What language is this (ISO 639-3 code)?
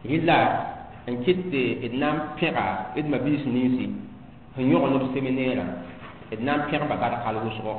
mos